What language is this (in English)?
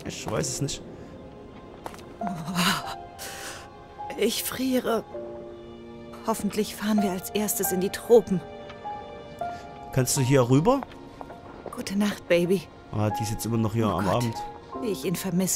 German